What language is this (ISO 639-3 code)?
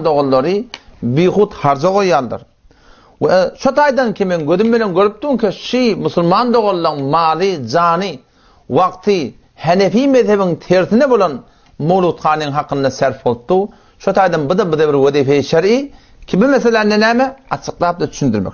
tuk